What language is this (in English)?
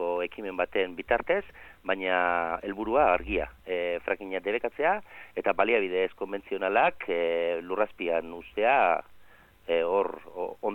Basque